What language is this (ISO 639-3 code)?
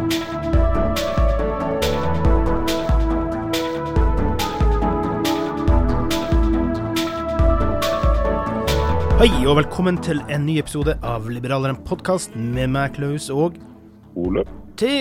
nor